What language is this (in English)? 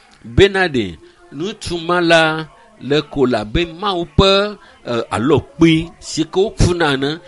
Ewe